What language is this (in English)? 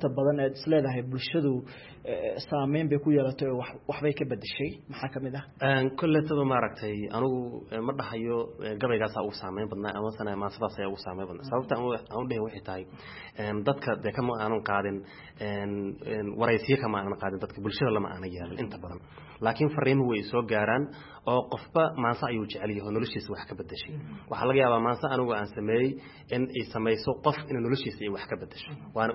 Somali